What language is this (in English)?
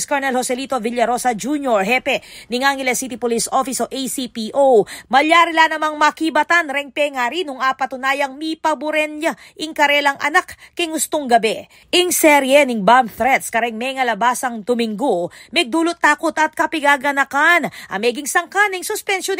Pampanga